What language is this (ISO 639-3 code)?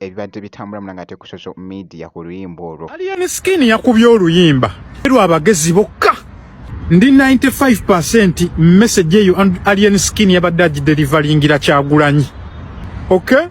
lug